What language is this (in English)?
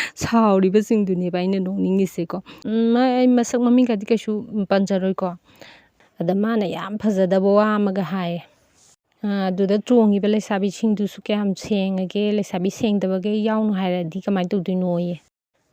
Manipuri